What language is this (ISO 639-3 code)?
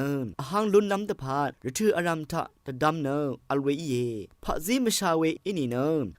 raw